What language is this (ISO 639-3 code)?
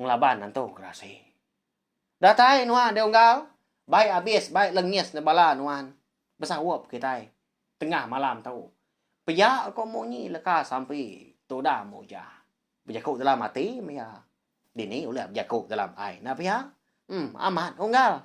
iba